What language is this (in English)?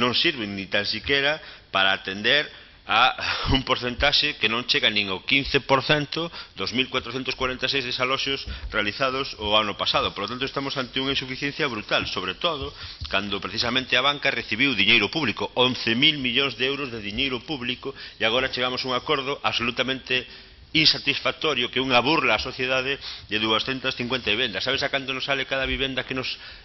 Galician